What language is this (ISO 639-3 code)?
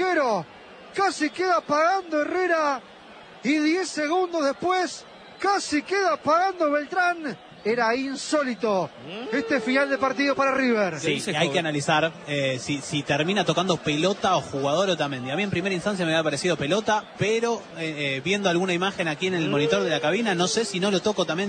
spa